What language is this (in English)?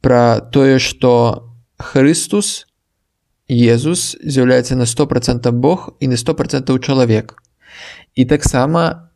Belarusian